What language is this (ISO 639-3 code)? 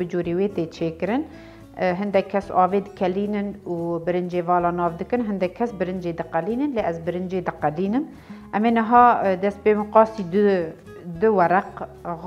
kur